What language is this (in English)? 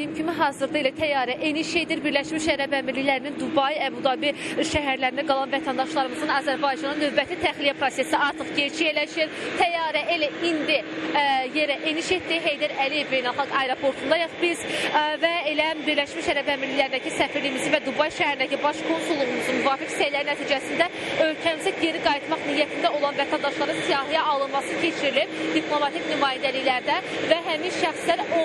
Azerbaijani